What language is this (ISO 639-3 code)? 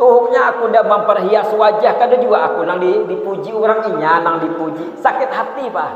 bjn